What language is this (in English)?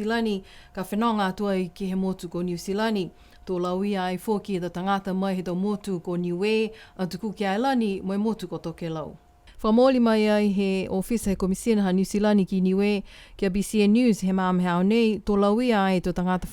Niuean